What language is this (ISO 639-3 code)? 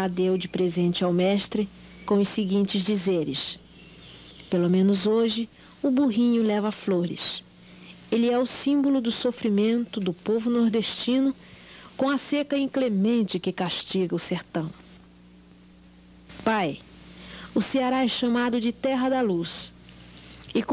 por